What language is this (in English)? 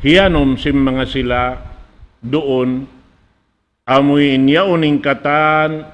Tausug